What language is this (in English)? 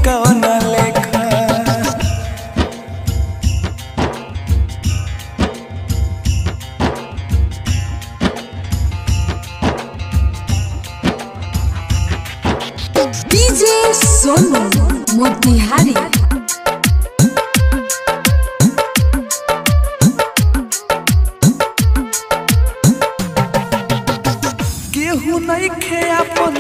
Bhojpuri